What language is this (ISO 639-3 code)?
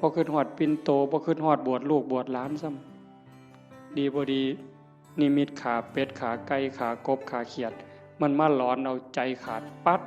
tts